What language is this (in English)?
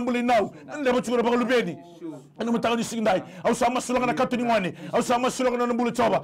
Fijian